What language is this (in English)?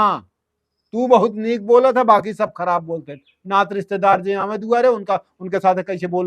Awadhi